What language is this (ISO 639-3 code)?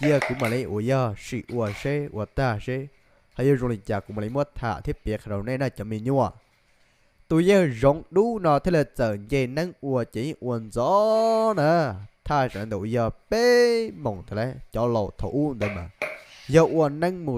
hmn